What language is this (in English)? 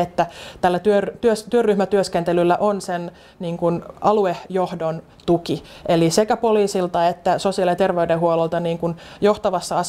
Finnish